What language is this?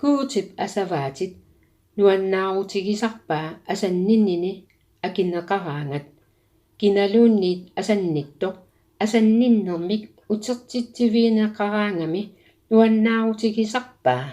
Kalaallisut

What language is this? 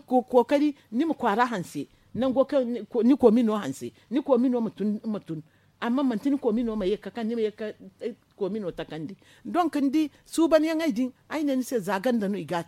Zarma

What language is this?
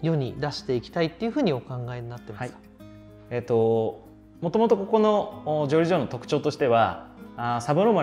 Japanese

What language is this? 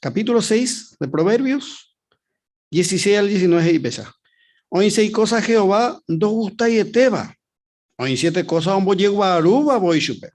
Guarani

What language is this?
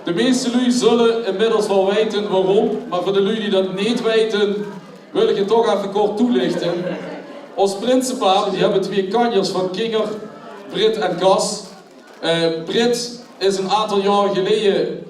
Limburgish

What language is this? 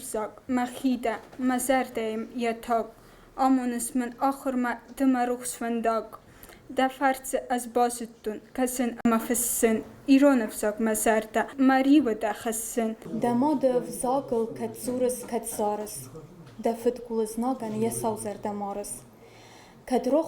Ossetic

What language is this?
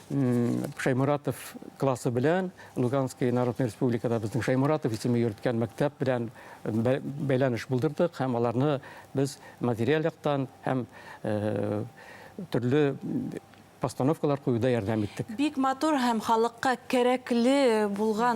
Bashkir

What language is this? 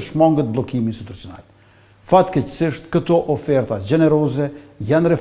Albanian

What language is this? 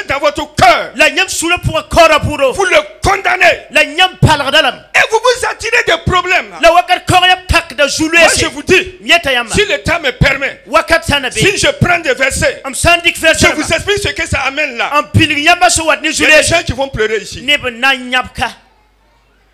French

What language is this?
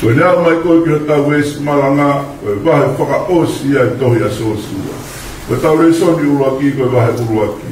Tongan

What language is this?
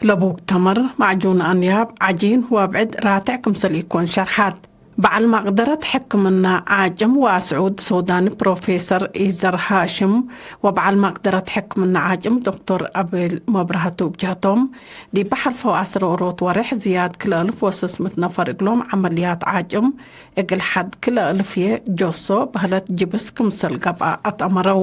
Tigre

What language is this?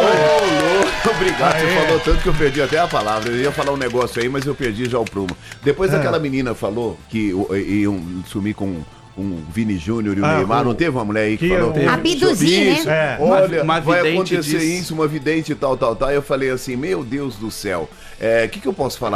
Portuguese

